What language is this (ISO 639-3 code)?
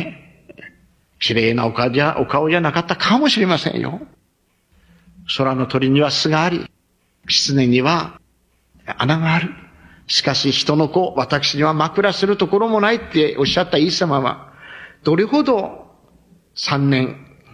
jpn